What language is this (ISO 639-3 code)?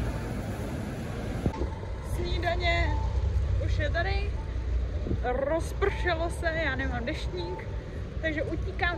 ces